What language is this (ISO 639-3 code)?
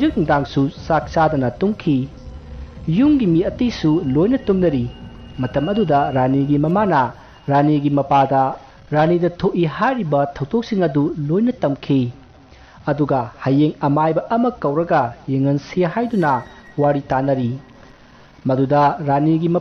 mni